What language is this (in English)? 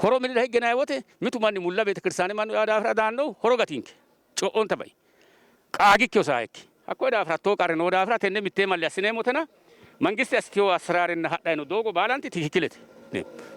Sidamo